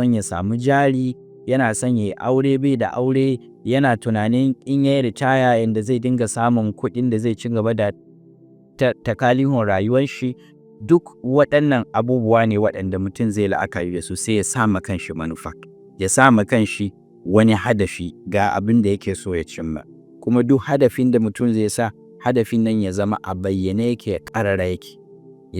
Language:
Hausa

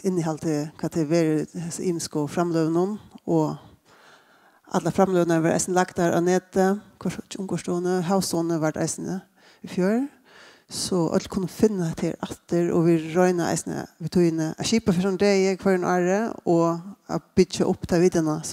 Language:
Faroese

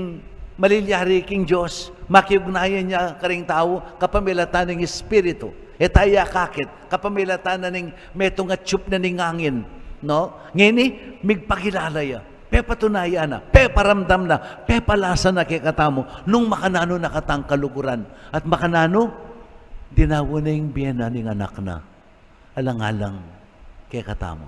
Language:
Pampanga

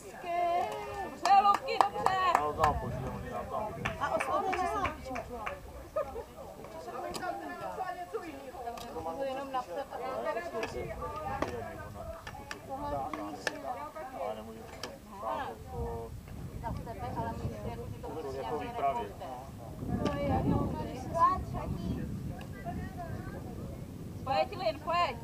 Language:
Czech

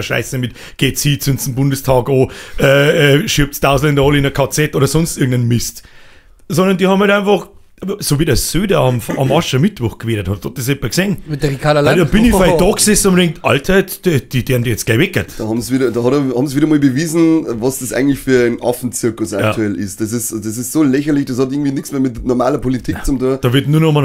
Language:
Bavarian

